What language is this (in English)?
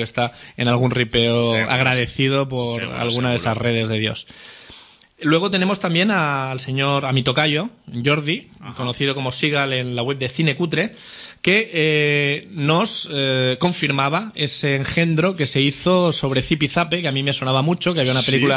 Spanish